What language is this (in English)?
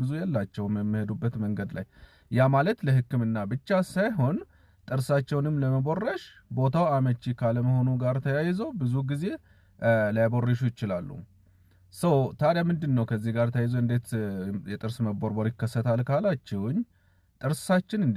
Amharic